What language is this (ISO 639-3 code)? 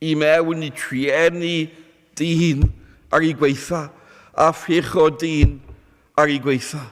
cym